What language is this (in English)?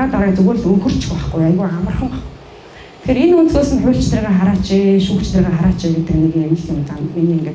Mongolian